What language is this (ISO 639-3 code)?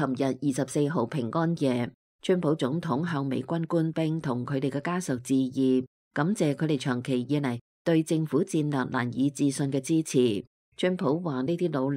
yue